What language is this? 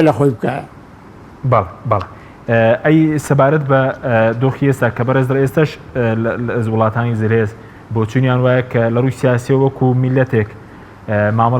Central Kurdish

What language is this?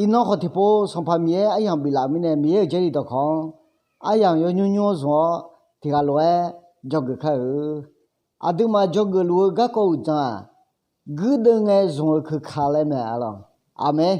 Akha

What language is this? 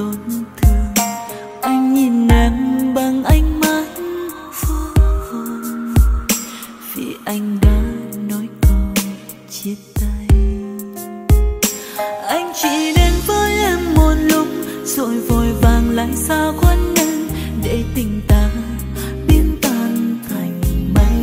Vietnamese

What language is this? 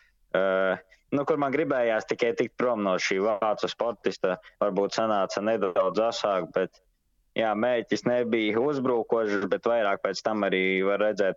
Latvian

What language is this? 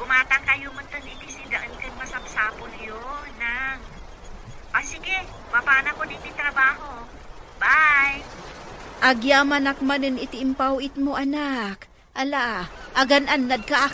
Iloko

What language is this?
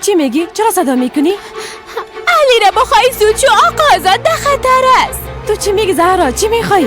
Persian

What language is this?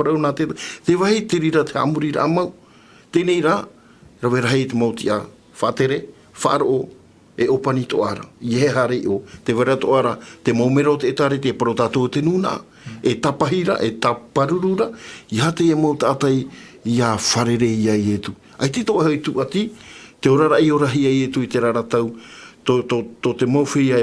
Tahitian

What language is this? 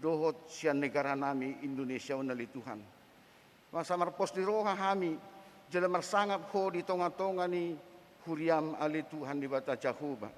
Batak Toba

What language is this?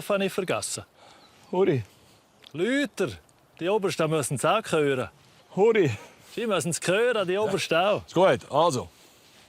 Swiss German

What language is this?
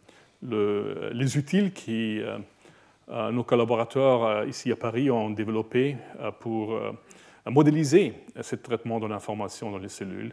French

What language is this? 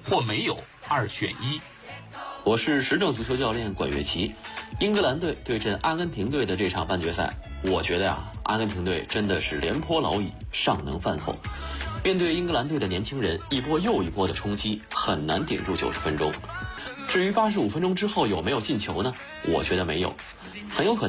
Chinese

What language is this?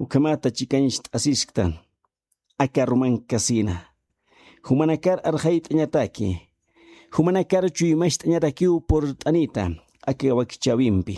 Aymara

